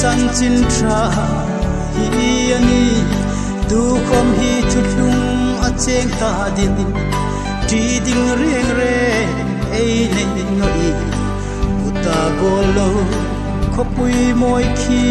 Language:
Hmar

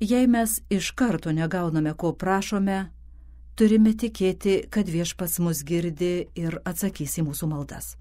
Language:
Lithuanian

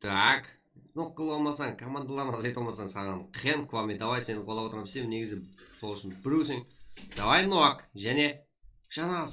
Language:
Kara-Kalpak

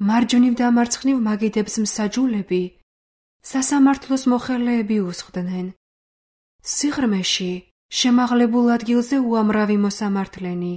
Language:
Georgian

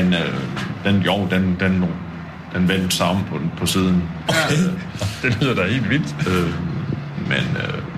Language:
Danish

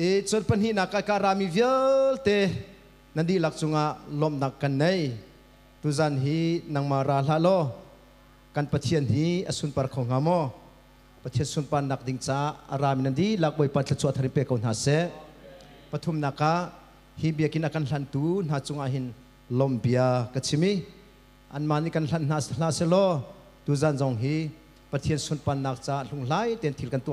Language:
Hakha Chin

